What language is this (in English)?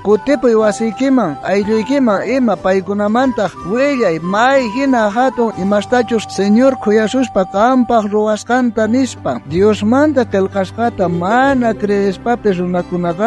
South Bolivian Quechua